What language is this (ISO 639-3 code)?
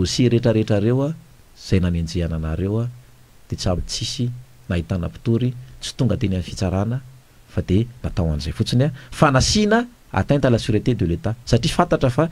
mlg